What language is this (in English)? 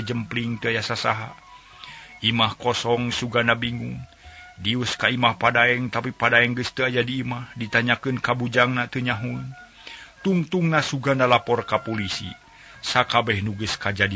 Sundanese